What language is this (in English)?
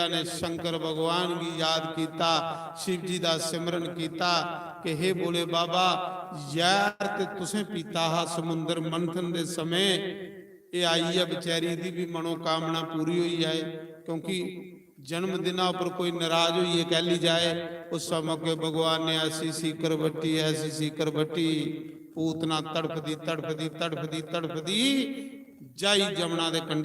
Dogri